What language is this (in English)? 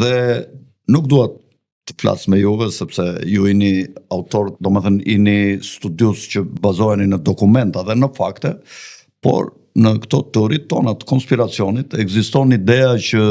Albanian